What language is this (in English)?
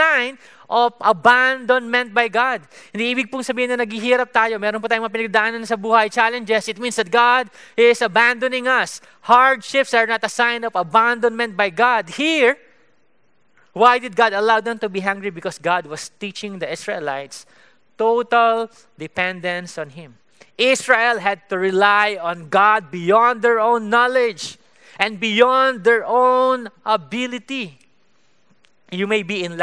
Filipino